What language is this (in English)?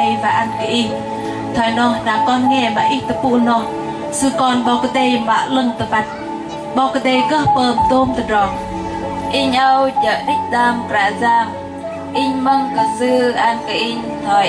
Bahnar